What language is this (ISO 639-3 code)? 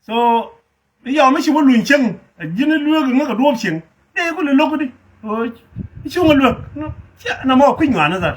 nus